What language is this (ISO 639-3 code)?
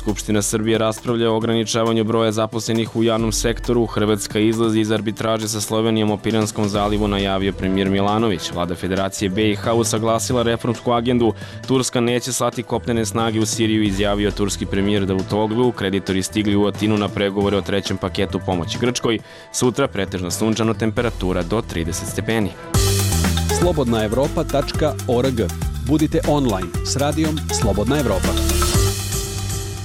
srp